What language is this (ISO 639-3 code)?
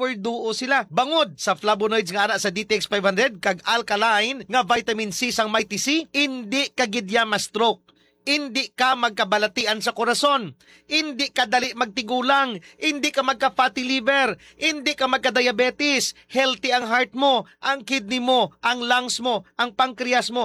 hil